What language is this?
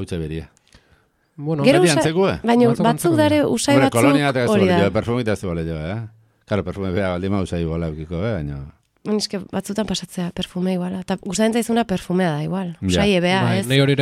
Basque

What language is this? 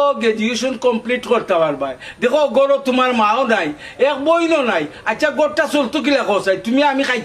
Sylheti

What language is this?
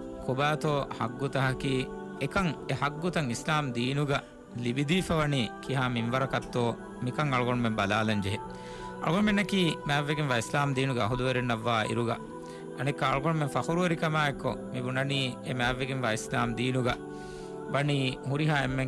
Divehi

